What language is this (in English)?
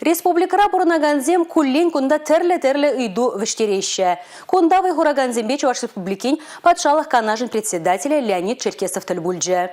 Chuvash